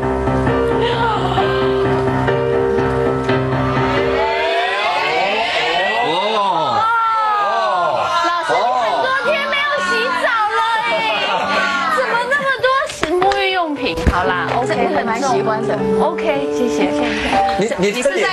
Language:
Chinese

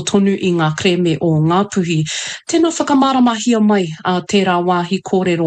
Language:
Māori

